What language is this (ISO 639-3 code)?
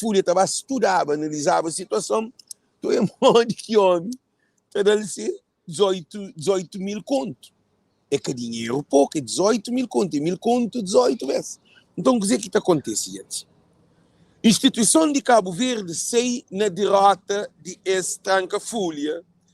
kea